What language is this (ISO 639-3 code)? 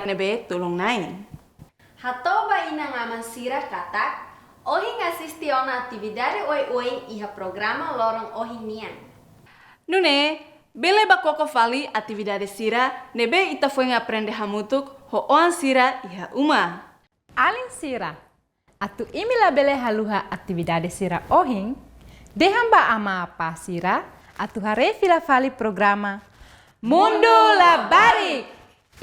tet